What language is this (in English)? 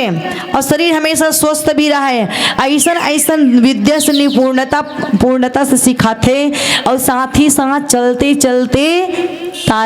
Chhattisgarhi